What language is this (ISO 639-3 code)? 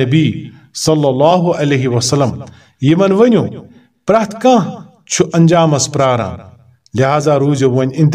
kas